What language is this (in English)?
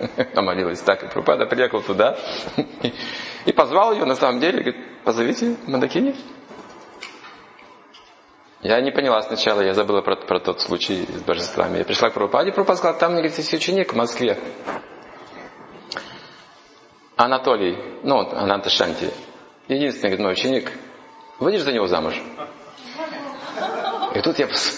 Russian